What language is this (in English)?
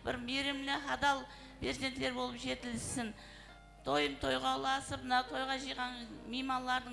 Kara-Kalpak